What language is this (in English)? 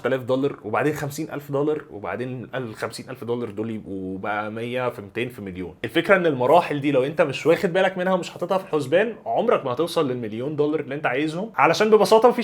Egyptian Arabic